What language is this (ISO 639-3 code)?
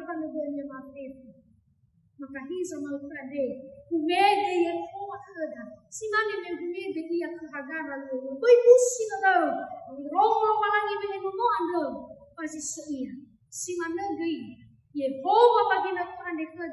nia